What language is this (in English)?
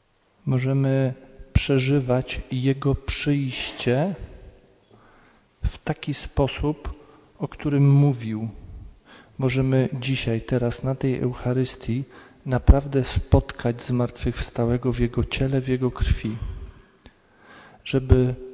Polish